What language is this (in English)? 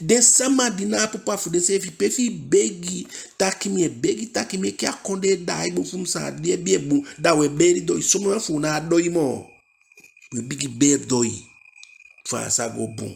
Eastern Maroon Creole